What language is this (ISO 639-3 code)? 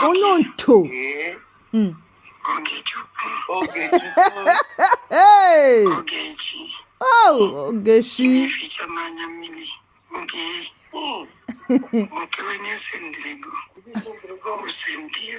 pcm